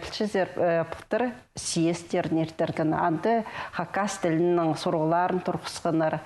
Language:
Khakas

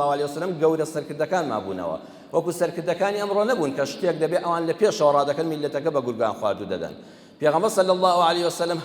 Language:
Central Kurdish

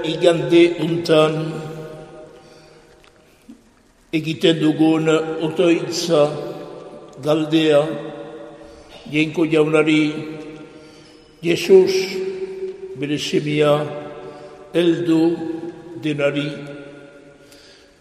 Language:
Basque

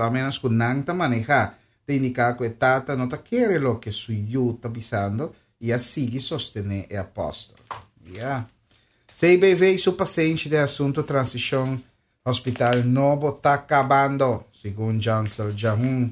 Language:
Papiamento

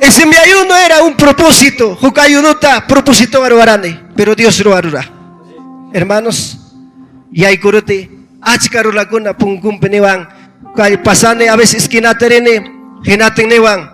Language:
Ayacucho Quechua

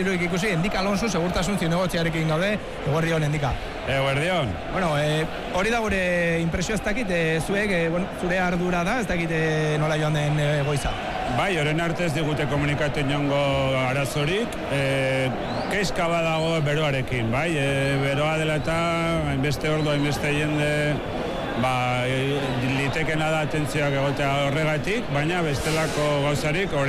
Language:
Basque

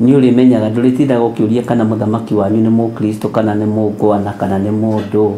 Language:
Kikuyu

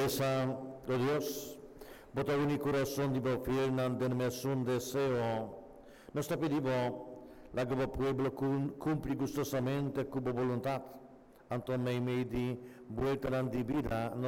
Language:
Papiamento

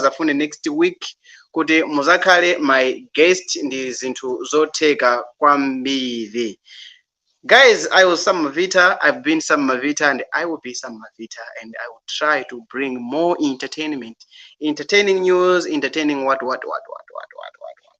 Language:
Nyanja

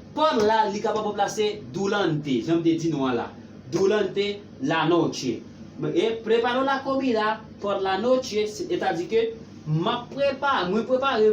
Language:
Haitian Creole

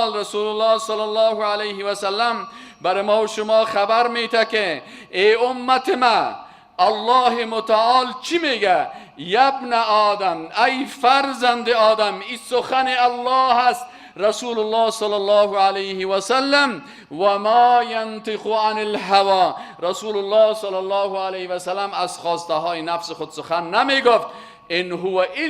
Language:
Persian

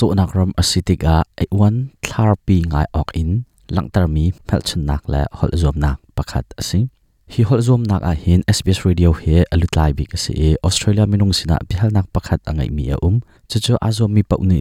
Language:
Hakha Chin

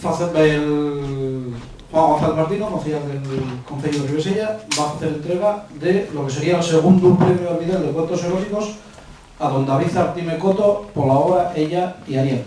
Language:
Asturian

